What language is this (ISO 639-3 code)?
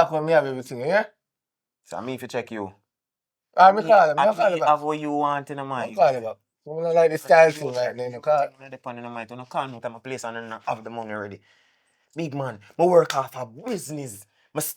jam